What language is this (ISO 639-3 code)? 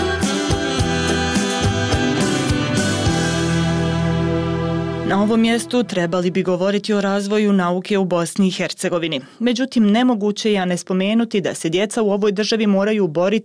bos